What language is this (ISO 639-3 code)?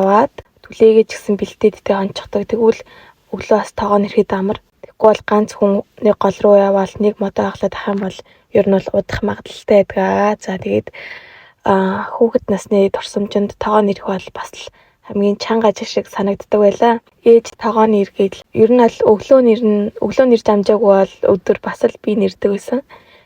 mon